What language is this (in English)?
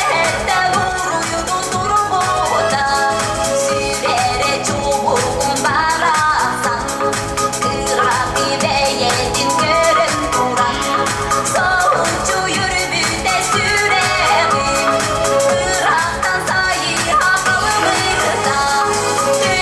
Yakut